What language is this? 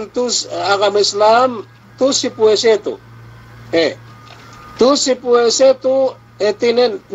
Yakan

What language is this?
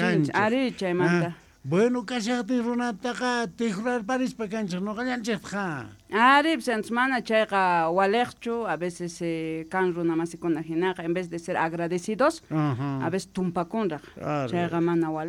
South Bolivian Quechua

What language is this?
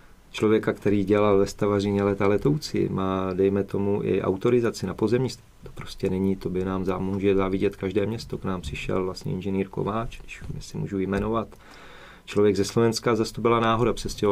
Czech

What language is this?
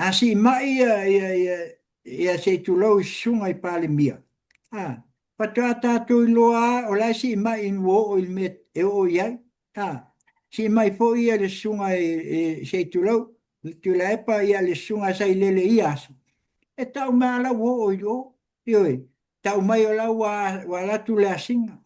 Samoan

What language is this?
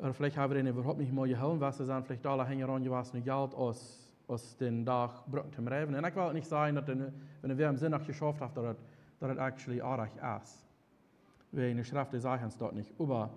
Plautdietsch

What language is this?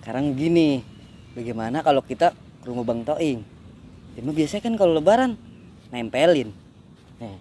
Betawi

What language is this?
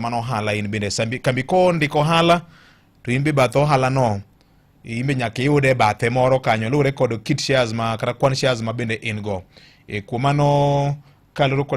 Luo (Kenya and Tanzania)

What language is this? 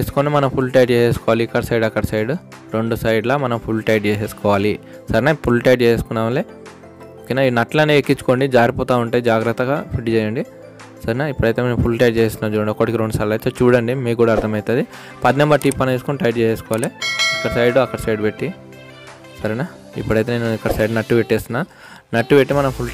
Telugu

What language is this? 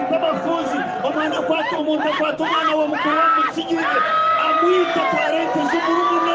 Nyankole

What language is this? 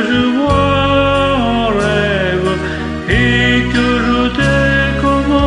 French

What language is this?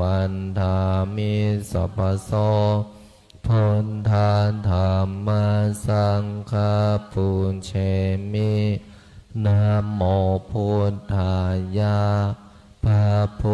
Pali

